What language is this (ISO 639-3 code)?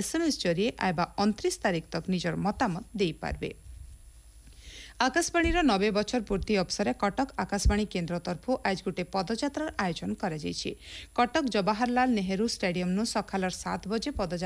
ori